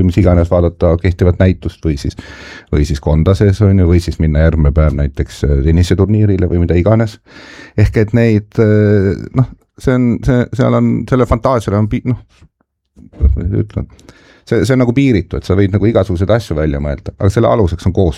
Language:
Estonian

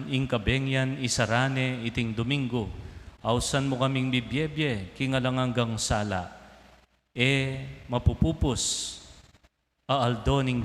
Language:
Pampanga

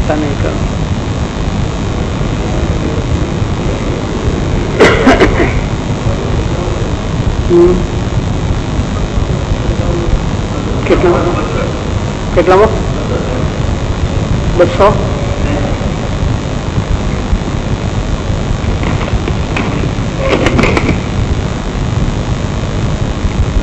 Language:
Gujarati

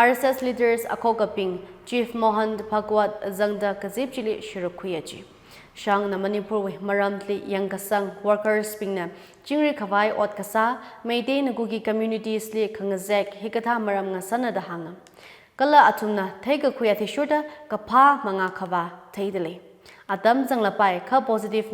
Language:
Tangkhul Naga (India)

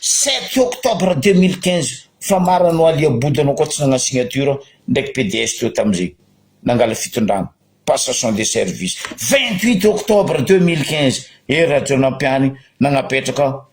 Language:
Malagasy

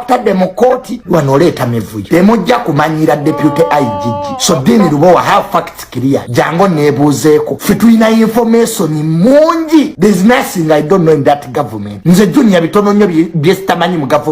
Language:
Ganda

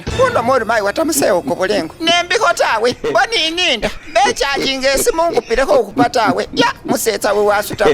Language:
Masaaba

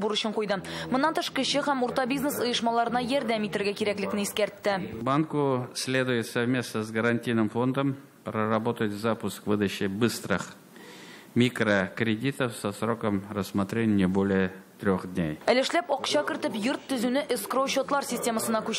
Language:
Tatar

